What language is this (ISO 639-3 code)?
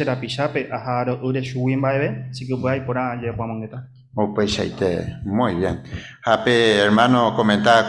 grn